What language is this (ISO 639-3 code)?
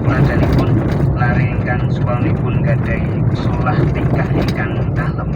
jav